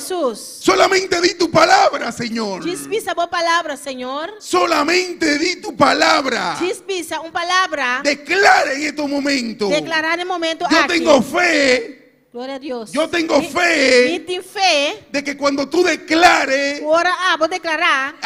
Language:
Papiamento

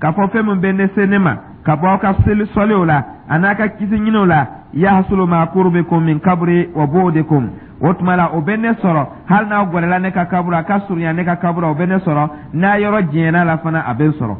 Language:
Dyula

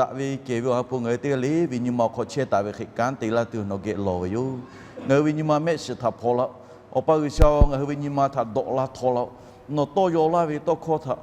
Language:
Lahu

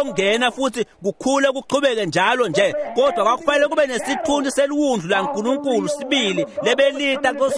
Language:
Swati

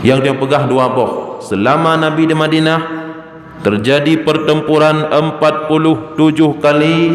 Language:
Achinese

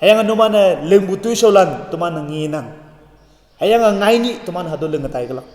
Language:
Konyak Naga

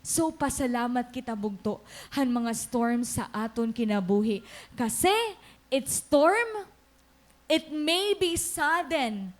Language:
Waray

